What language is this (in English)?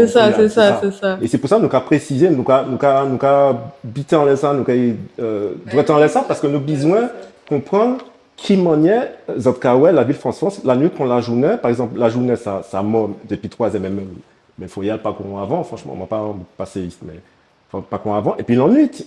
Guadeloupean Creole French